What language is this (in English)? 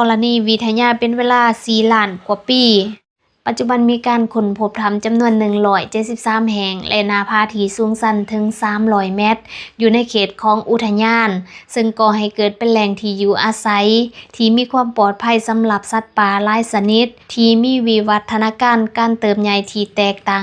Lao